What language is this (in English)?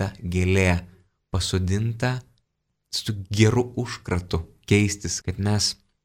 Lithuanian